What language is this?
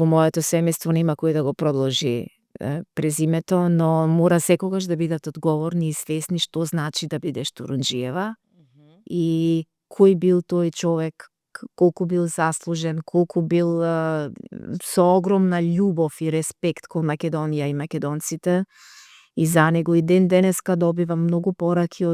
Macedonian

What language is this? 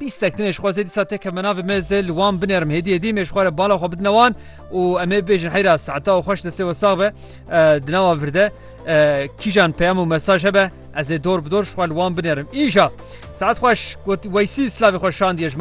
Kurdish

